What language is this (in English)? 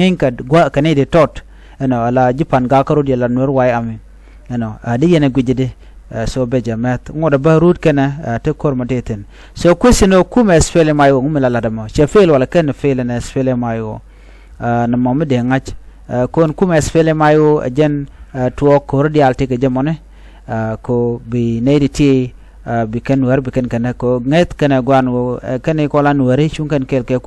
Nuer